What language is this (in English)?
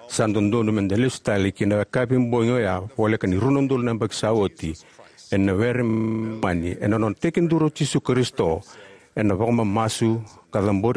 Fijian